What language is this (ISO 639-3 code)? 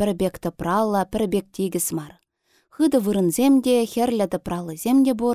chv